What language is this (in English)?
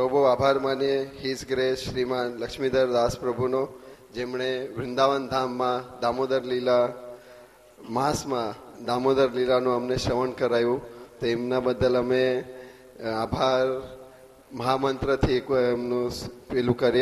Gujarati